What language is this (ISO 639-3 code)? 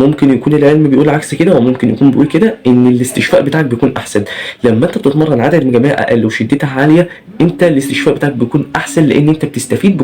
arz